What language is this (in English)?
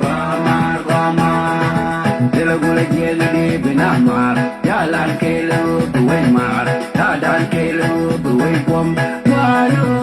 Nuer